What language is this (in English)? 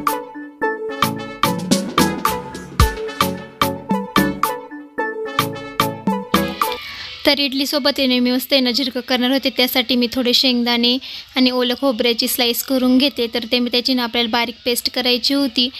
Marathi